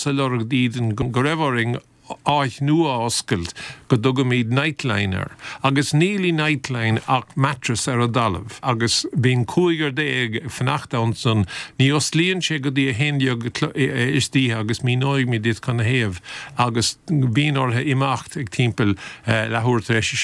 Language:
Irish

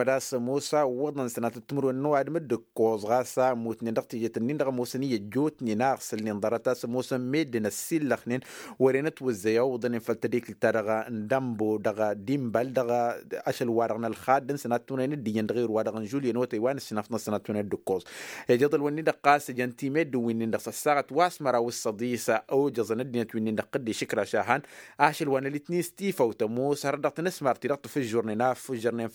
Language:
Tamasheq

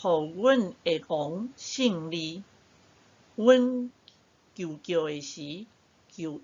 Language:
Min Nan Chinese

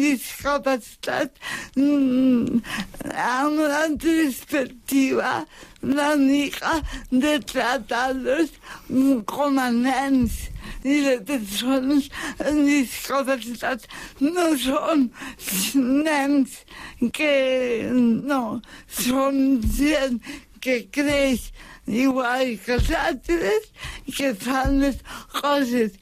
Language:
Catalan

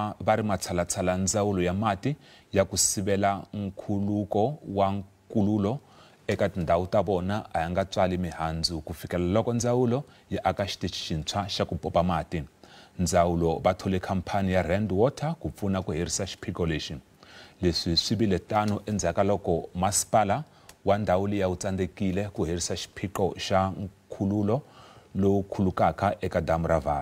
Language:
Tsonga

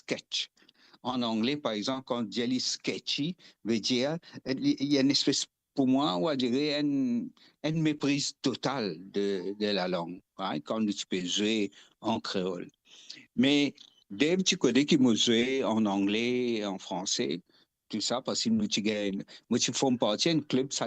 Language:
Morisyen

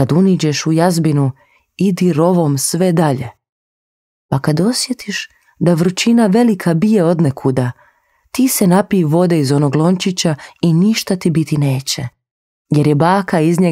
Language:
Croatian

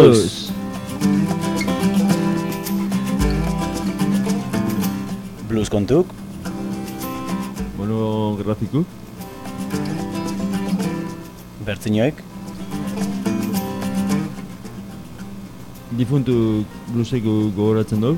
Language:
Basque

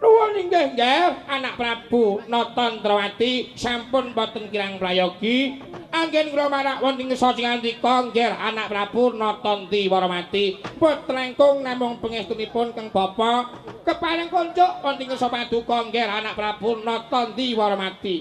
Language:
Javanese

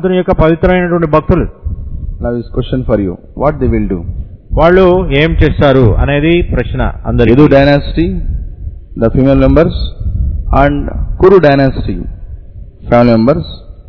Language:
Telugu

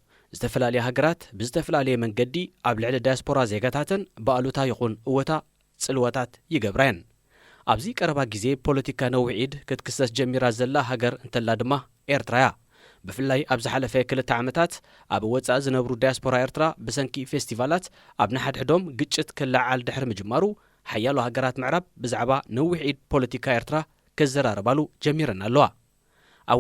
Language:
Tigrinya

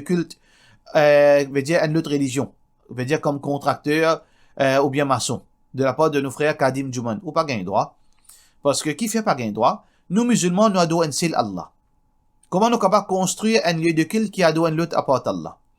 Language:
Morisyen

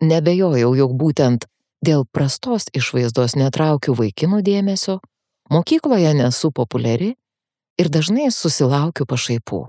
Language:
Lithuanian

